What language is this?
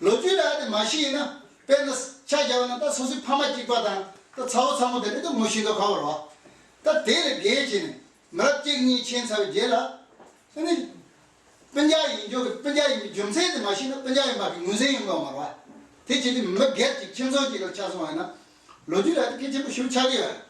Tibetan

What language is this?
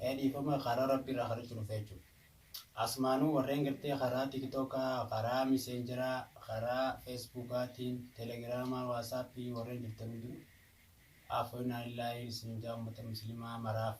Oromo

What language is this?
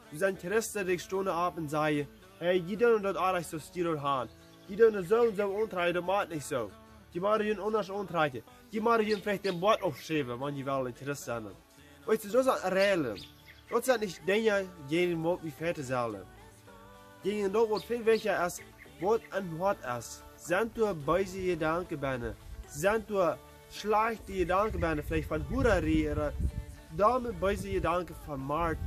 Plautdietsch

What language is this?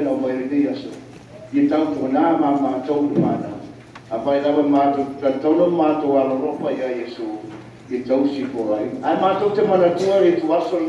Samoan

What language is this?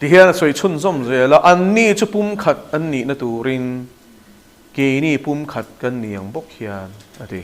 Mizo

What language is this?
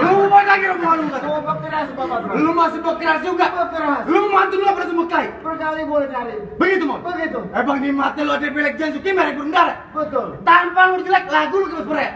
Betawi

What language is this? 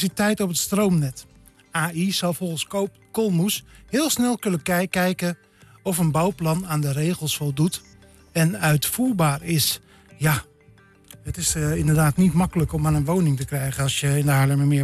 Dutch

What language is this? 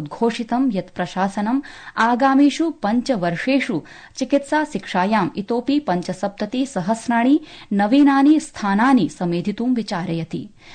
Sanskrit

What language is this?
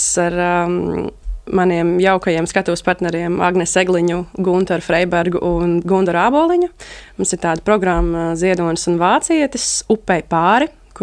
Latvian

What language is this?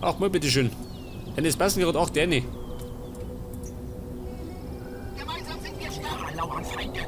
Bavarian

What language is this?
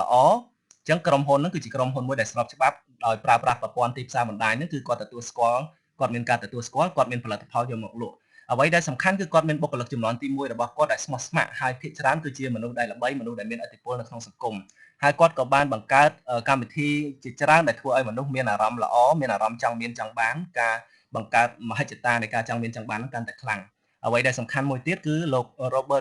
Khmer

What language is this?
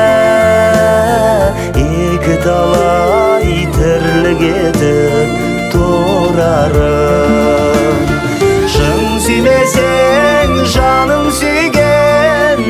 Kazakh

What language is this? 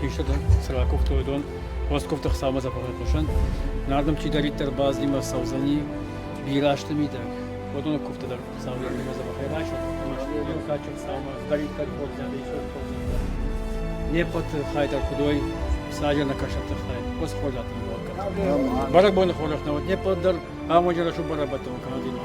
Ossetic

